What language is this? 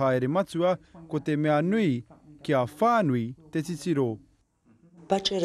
Māori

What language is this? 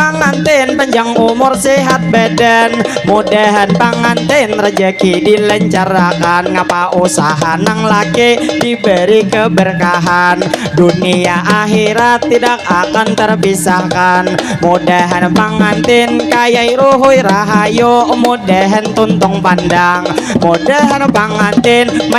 Banjar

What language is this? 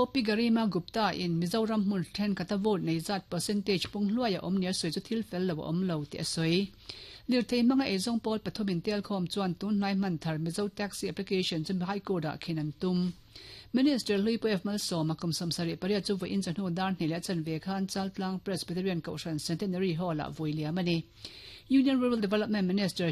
Mizo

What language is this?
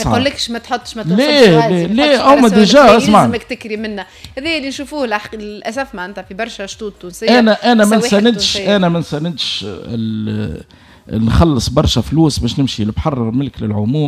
Tunisian Arabic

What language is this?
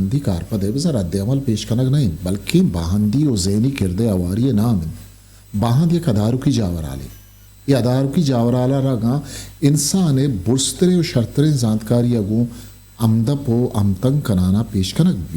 Eastern Balochi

